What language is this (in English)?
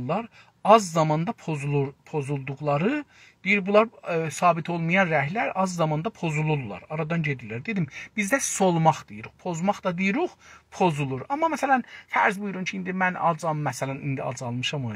South Azerbaijani